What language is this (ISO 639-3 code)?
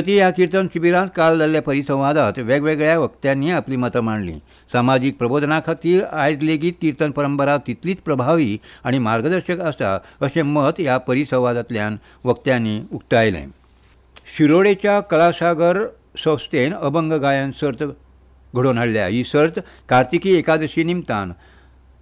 kok